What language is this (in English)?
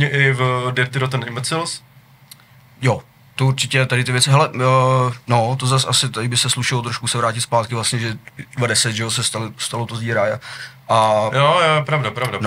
Czech